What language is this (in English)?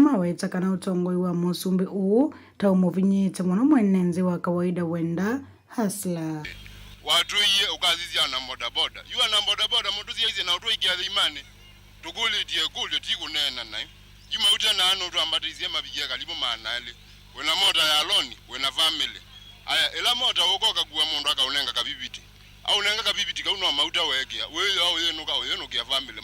Kamba